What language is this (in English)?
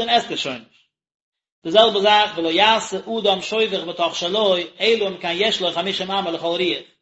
Yiddish